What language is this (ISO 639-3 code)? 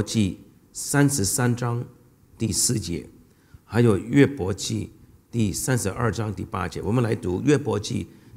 zho